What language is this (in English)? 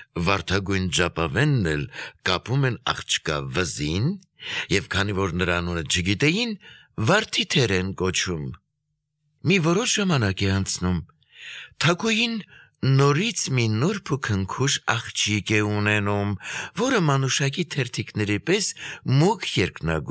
Armenian